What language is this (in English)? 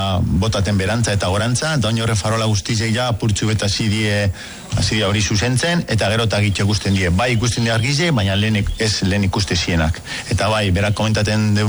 Basque